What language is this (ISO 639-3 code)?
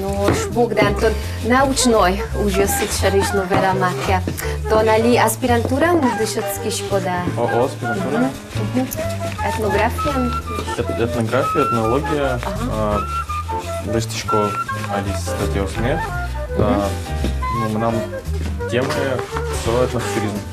udm